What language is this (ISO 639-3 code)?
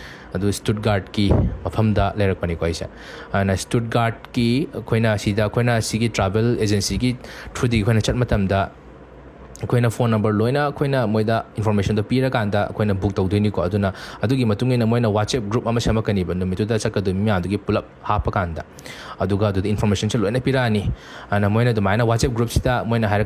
mni